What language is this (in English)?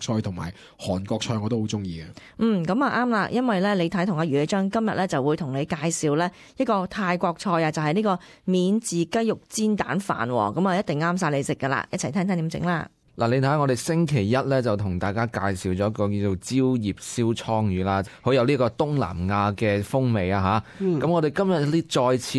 Cantonese